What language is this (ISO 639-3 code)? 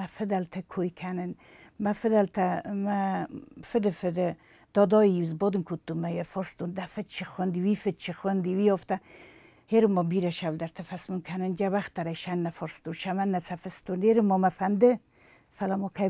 oss